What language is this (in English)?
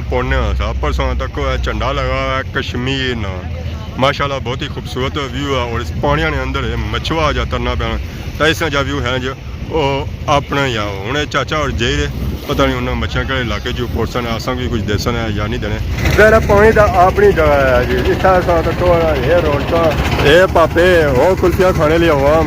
Pahari-Potwari